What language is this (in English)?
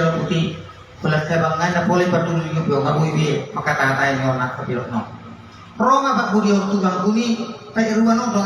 Batak Toba